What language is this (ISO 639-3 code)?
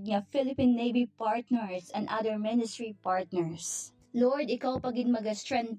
hil